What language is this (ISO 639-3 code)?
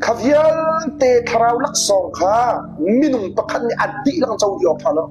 cnh